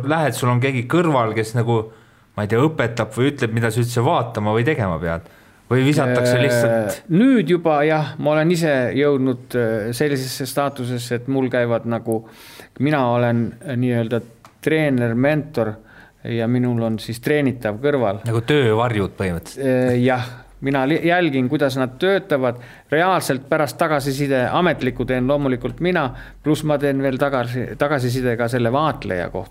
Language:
Estonian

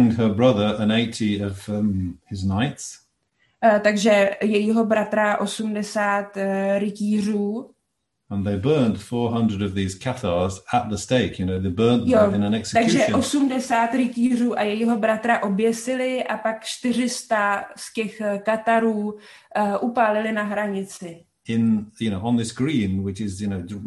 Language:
Czech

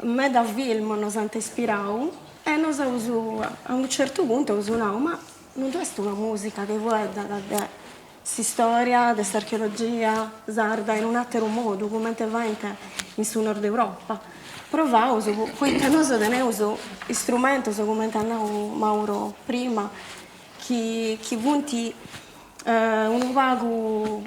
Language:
Sardinian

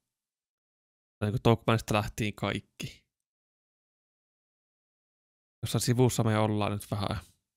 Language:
Finnish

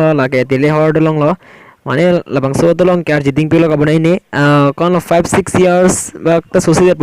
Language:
Karbi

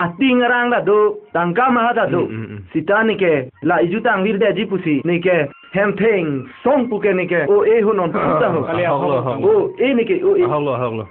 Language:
Karbi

